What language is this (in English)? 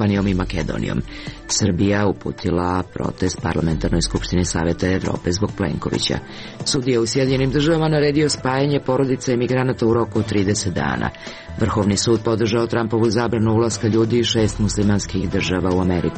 Serbian